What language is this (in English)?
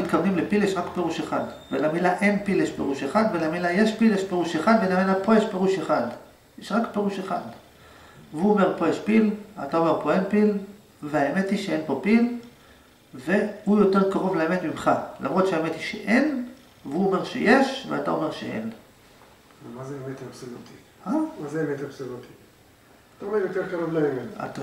Hebrew